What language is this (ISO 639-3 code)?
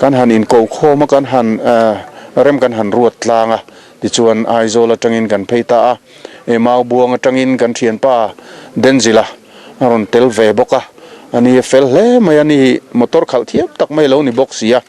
lus